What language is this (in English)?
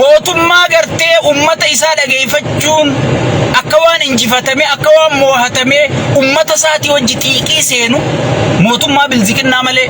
Oromo